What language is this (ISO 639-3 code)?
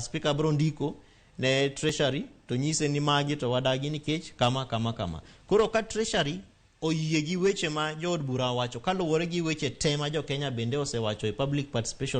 luo